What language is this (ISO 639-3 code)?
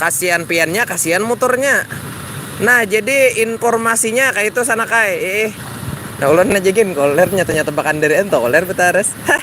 bjn